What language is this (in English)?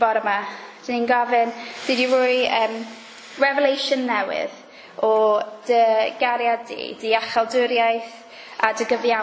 Welsh